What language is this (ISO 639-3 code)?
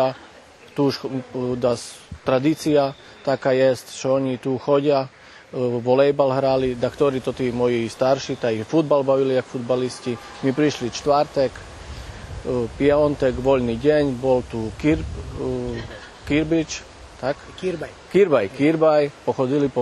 rue